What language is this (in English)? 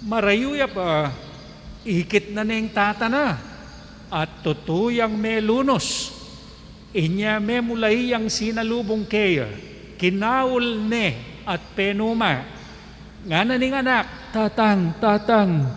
Pampanga